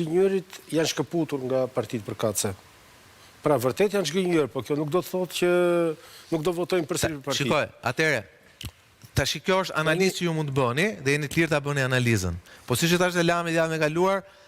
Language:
Albanian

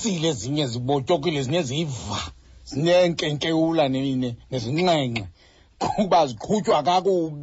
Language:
Xhosa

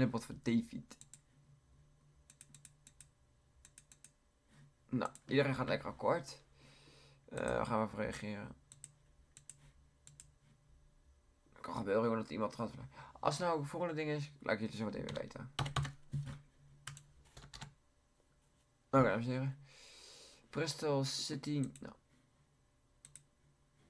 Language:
Dutch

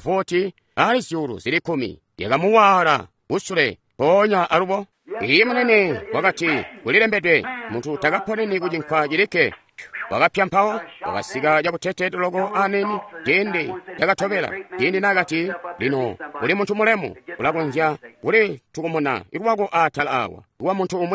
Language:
Tonga (Zambia)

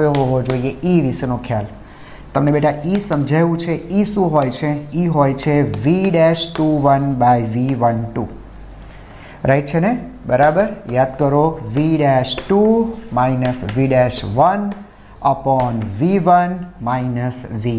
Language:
Gujarati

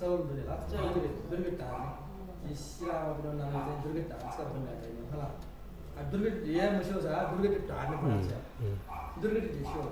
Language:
Newari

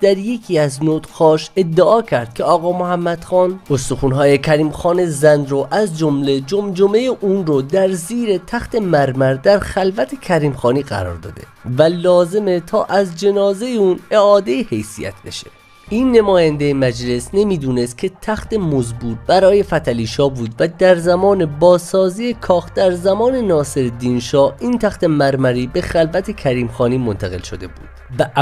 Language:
Persian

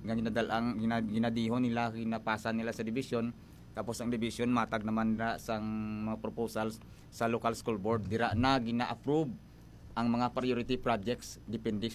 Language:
Hiligaynon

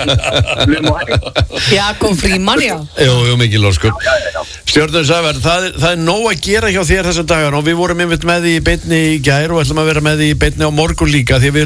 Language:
Icelandic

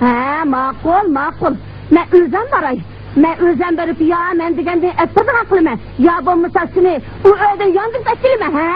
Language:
Uyghur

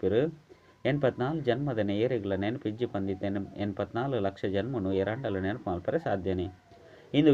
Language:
Tulu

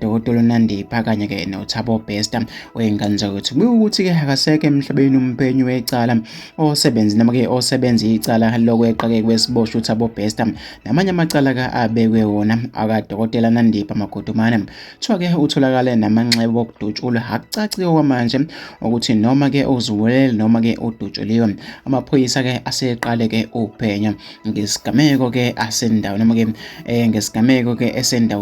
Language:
Zulu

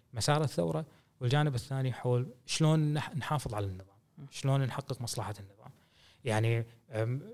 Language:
Gulf Arabic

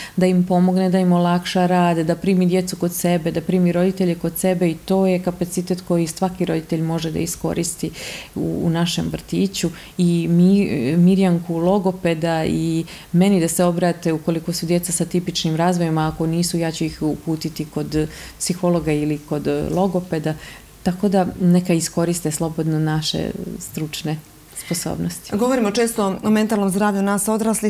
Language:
Bosnian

